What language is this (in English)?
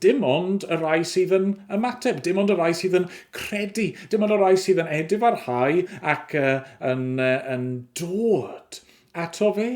Welsh